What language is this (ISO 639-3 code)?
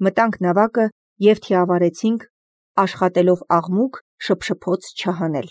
hye